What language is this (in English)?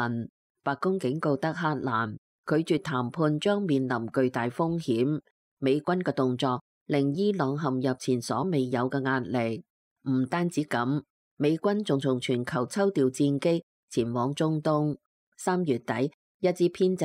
Cantonese